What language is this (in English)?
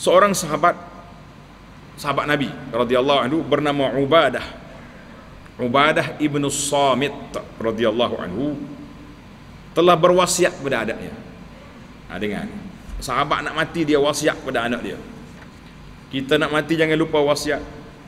Malay